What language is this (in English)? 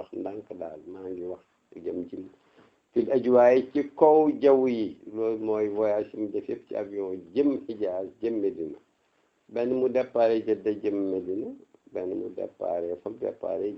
Wolof